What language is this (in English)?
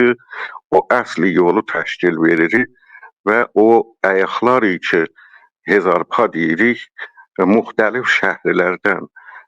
South Azerbaijani